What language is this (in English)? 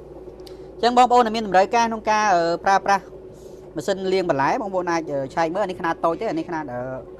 Khmer